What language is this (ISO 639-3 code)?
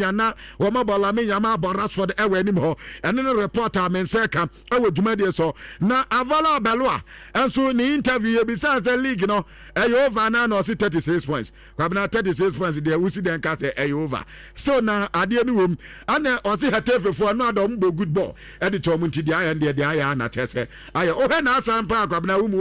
aka